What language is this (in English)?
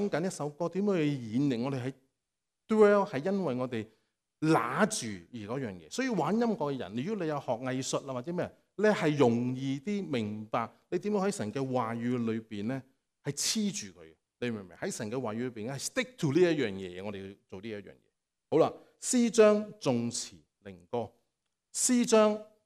Cantonese